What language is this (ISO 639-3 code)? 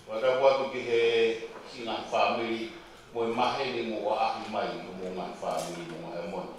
ton